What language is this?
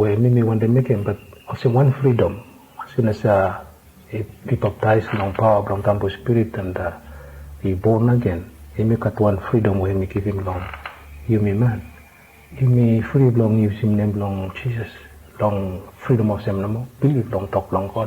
Bislama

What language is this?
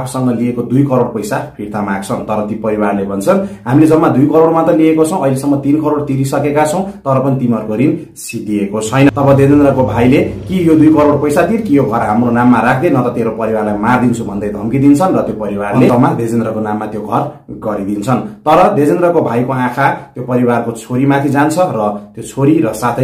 Nepali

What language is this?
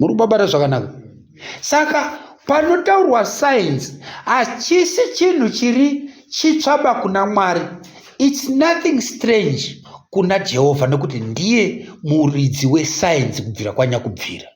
Shona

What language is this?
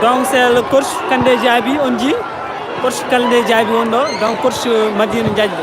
Fula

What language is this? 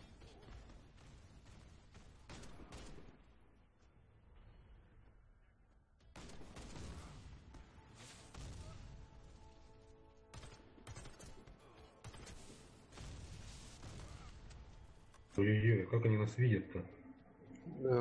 Russian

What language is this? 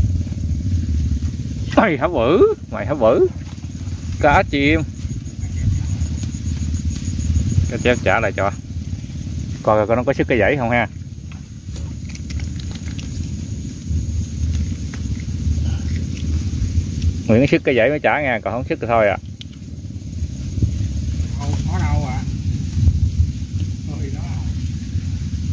Vietnamese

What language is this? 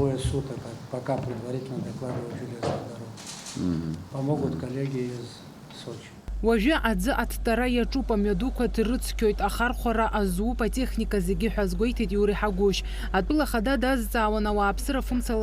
Abkhazian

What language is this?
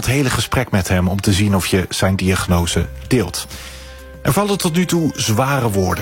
Dutch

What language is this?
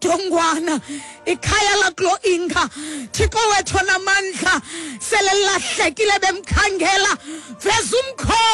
Xhosa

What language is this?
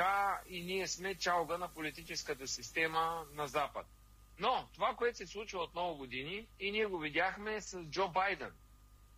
Bulgarian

